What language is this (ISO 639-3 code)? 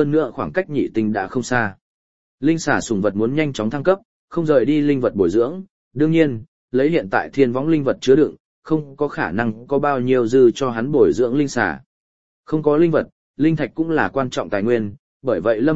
vie